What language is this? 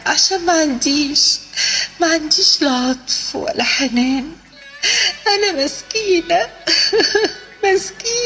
Egyptian Arabic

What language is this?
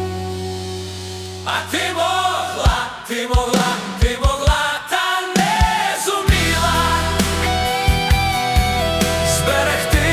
Ukrainian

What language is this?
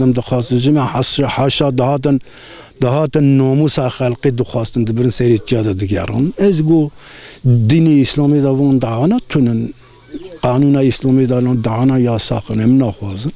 Kurdish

